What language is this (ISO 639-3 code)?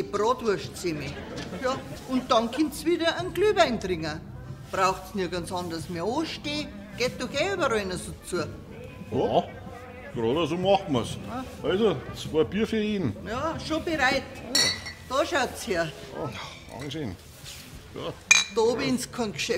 bar